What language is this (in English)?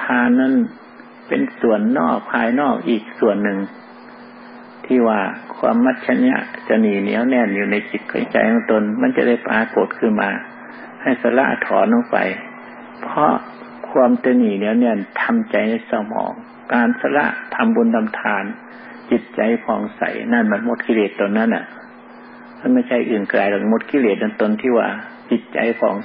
Thai